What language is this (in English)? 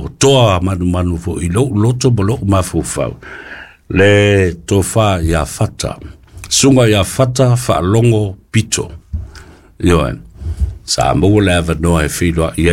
Samoan